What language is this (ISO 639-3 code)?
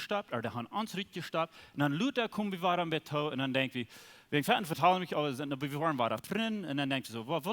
pdt